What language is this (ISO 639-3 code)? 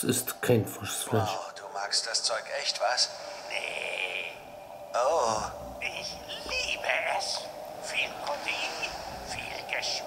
deu